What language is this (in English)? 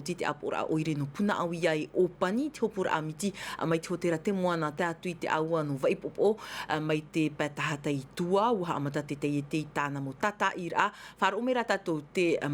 Tahitian